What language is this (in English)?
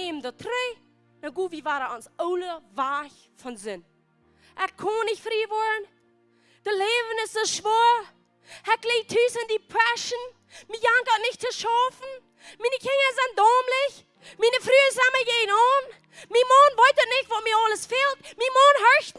Plautdietsch